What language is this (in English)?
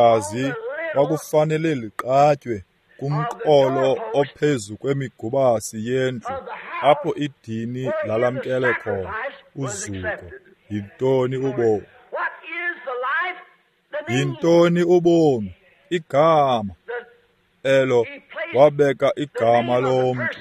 Xhosa